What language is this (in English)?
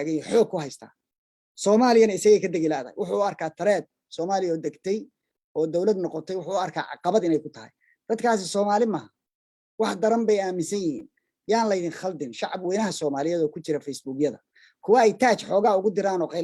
Somali